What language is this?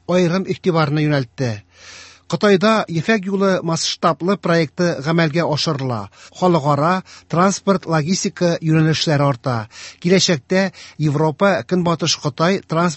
Tatar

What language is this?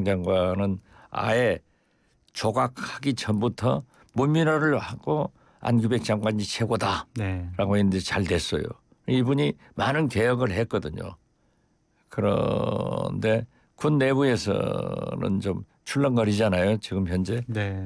Korean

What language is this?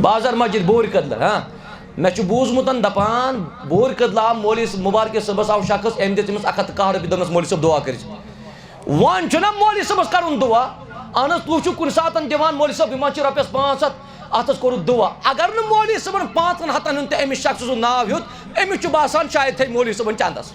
Kashmiri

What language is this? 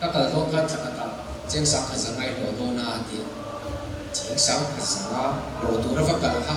Mizo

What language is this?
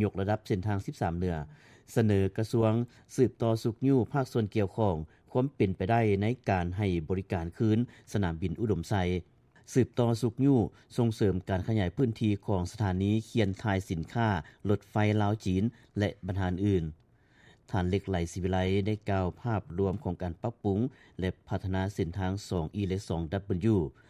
Lao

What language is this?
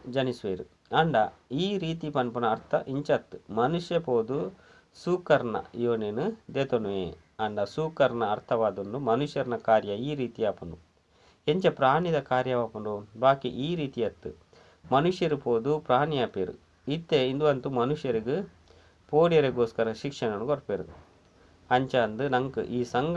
Tulu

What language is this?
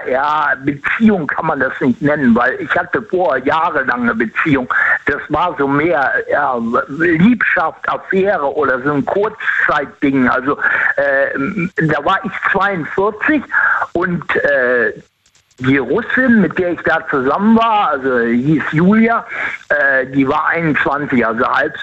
German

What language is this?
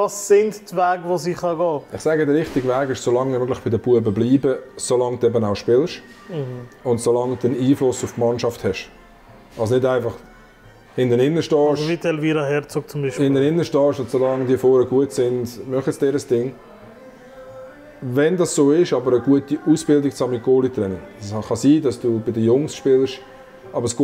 German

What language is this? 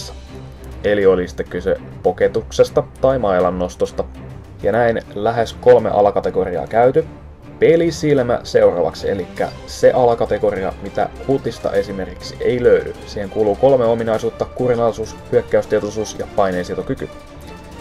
Finnish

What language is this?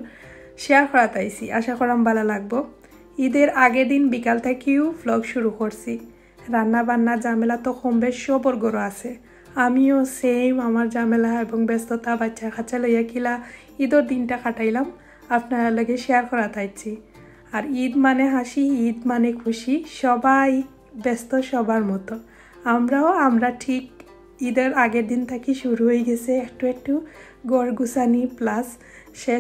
Sylheti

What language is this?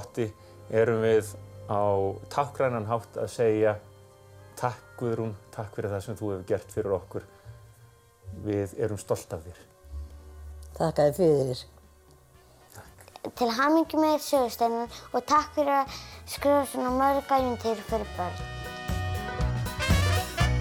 Icelandic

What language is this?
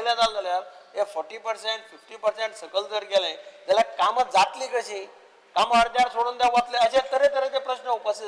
Konkani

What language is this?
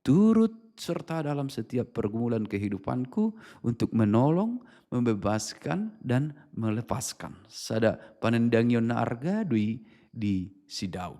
Batak Toba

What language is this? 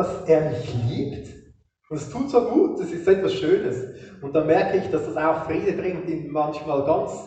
Swiss German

